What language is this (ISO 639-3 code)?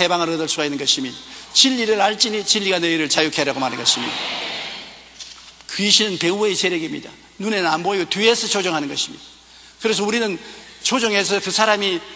kor